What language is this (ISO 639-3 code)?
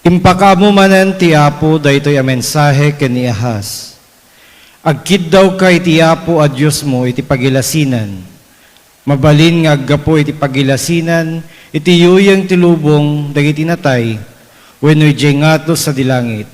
ilo